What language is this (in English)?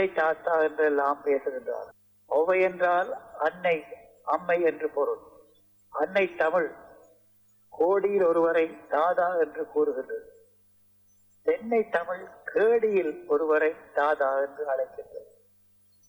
Tamil